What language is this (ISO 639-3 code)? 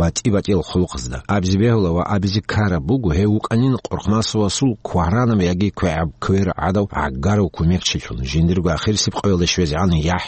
ava